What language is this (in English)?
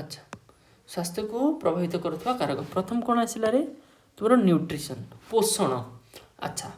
Odia